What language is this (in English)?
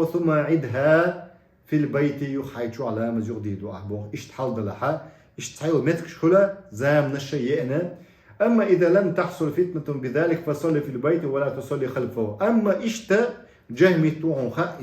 Chechen